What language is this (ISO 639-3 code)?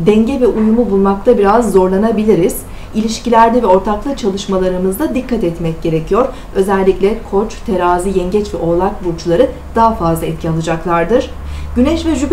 tur